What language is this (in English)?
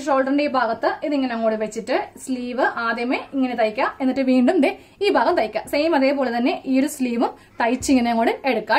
Malayalam